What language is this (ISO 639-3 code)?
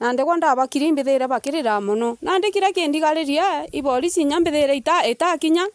mer